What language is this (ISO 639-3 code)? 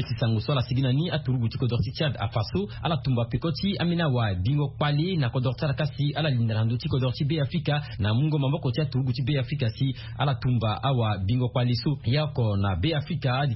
sag